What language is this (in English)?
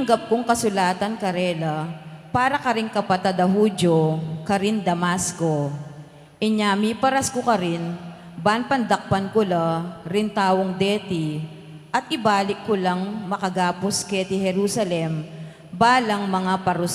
Pampanga